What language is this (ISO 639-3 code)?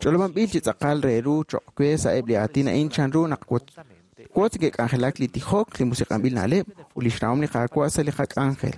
kek